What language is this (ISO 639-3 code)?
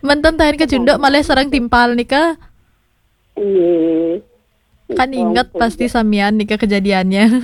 ban